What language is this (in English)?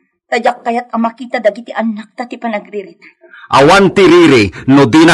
Iloko